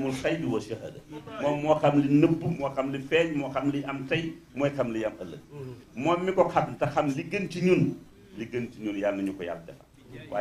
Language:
Wolof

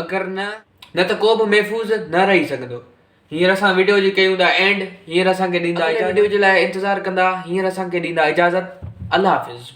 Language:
Sindhi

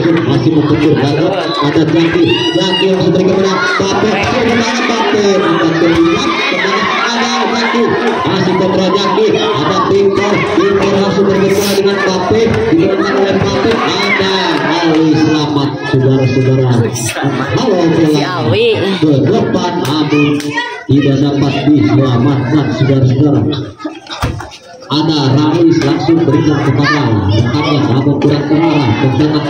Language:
Indonesian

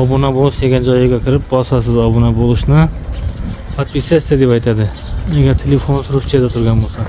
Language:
Uzbek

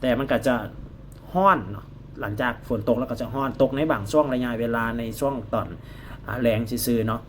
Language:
Lao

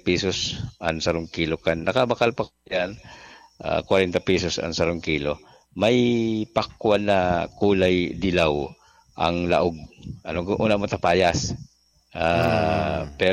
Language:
Bikol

